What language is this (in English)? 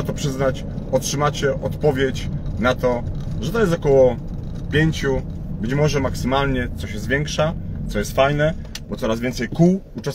Polish